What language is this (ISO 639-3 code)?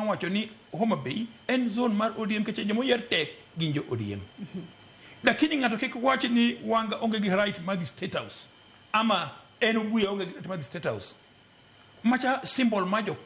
luo